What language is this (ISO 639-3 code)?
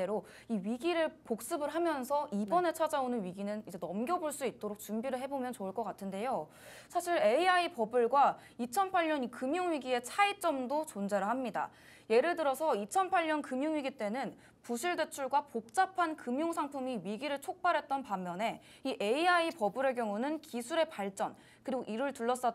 kor